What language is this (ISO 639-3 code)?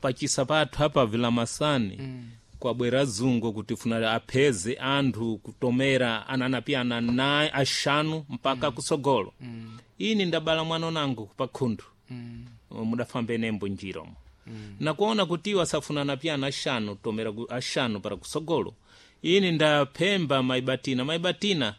seh